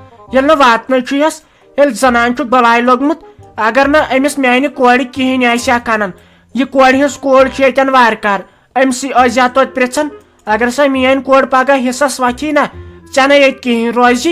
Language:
Kashmiri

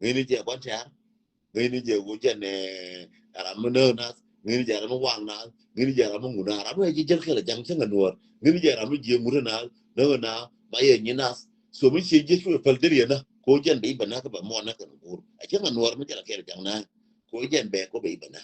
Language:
Nuer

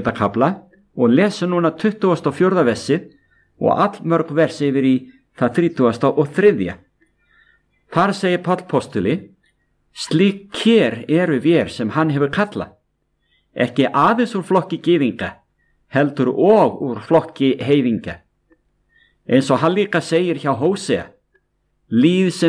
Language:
Icelandic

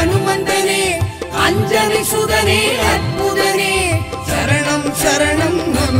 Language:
Tamil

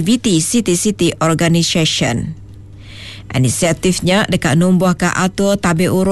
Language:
Iban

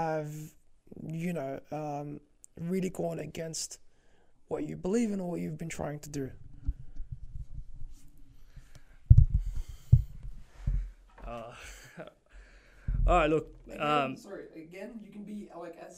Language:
English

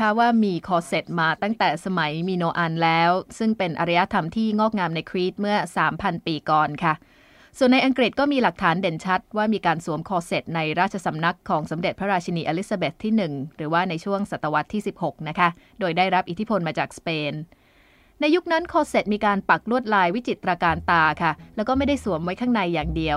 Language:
Thai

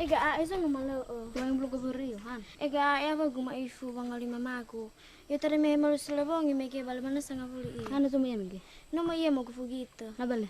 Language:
Nias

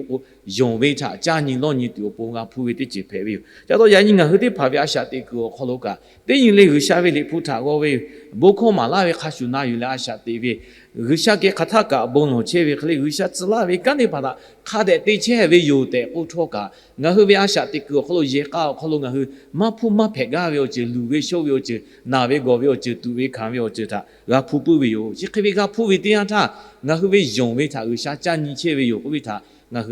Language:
Lahu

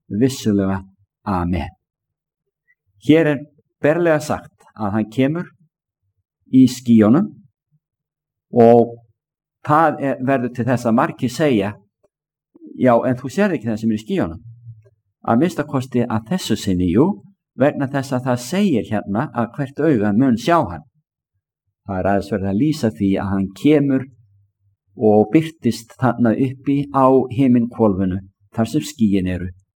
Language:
Icelandic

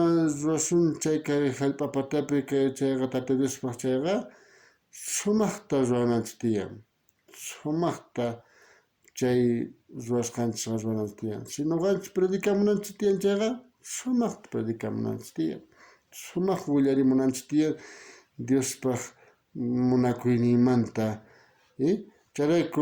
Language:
South Bolivian Quechua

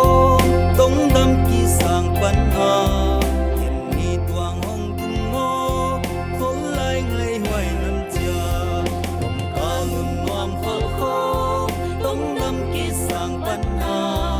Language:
Paite Chin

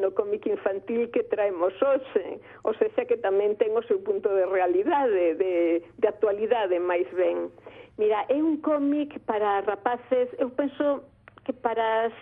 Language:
Galician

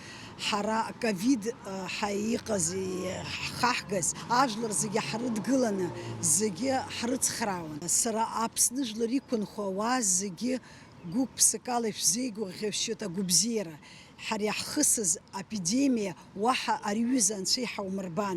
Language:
Abkhazian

